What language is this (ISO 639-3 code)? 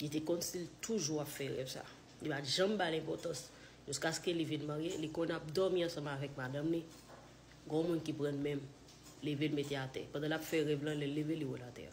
hat